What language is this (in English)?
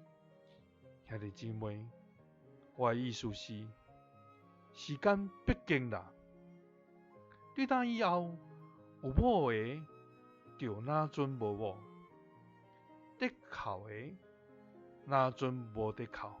Min Nan Chinese